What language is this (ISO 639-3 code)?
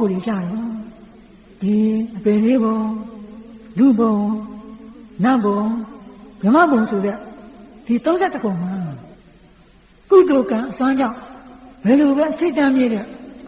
mya